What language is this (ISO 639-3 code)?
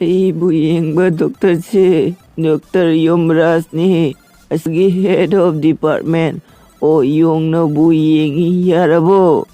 mni